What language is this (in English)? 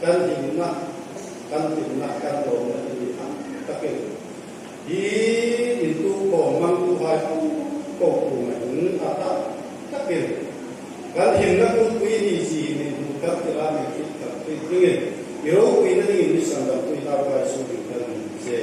Hmar